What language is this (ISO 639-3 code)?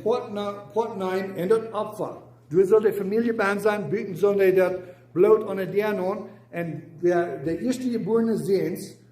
pdt